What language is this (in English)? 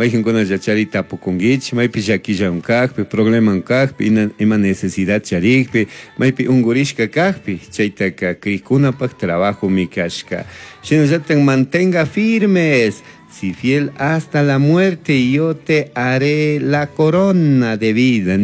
Chimborazo Highland Quichua